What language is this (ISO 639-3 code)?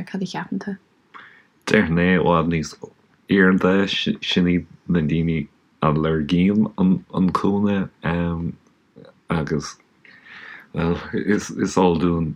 gle